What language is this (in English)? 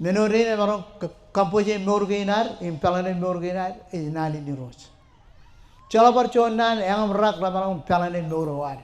Marshallese